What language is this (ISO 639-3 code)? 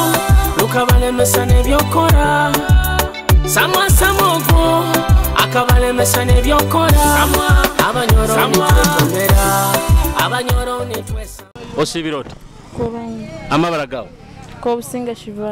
nyo